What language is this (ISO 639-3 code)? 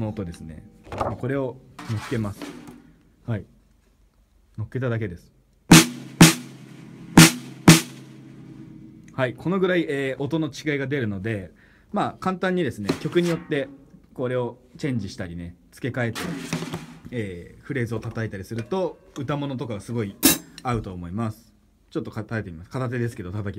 jpn